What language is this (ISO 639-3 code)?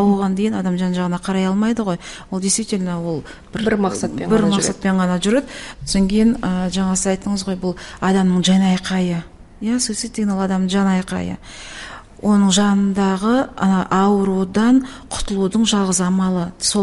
kaz